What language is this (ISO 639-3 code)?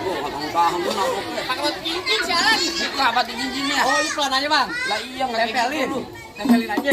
bew